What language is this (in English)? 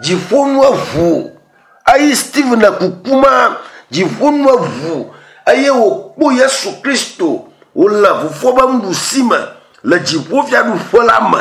Ewe